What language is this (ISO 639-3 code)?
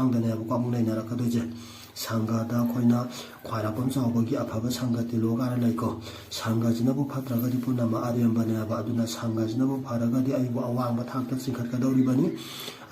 mni